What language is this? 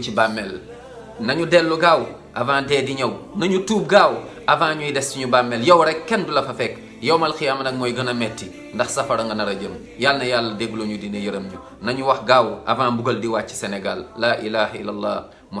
Wolof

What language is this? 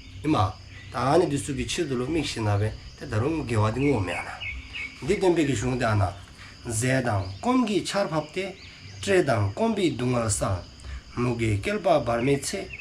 Dzongkha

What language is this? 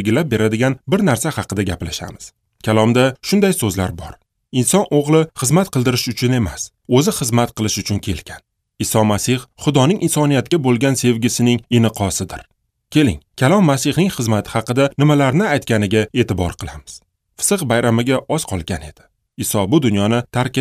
Uzbek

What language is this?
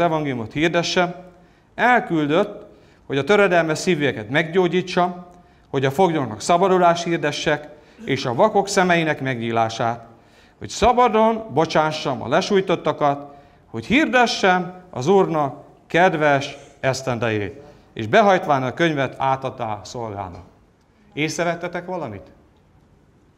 Hungarian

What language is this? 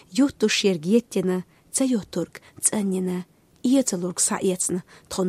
Chechen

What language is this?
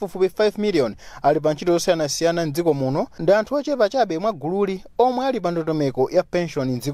Nyanja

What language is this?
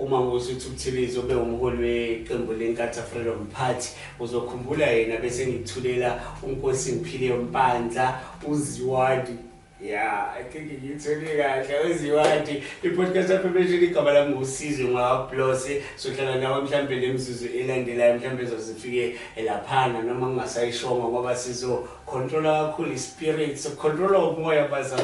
Zulu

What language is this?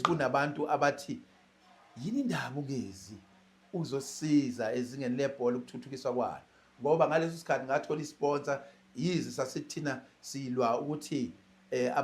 Zulu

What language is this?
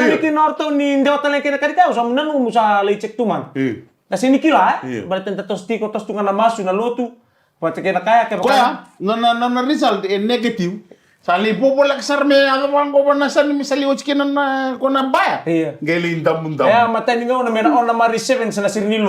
Fijian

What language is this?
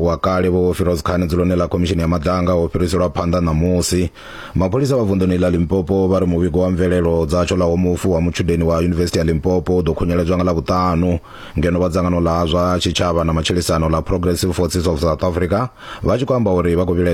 Venda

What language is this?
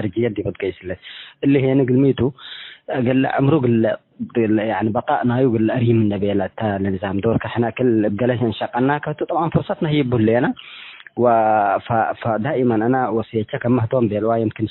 Tigre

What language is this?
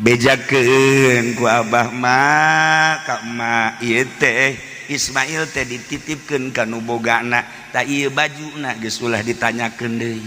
Sundanese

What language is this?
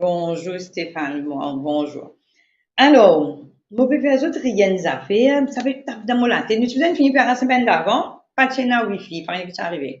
Morisyen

